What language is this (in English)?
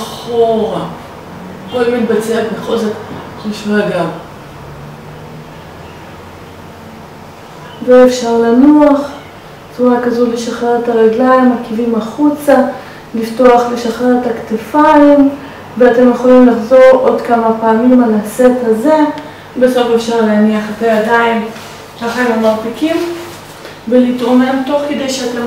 Hebrew